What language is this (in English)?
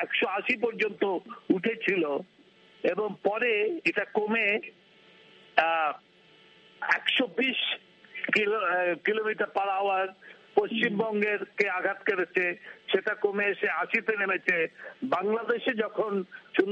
Bangla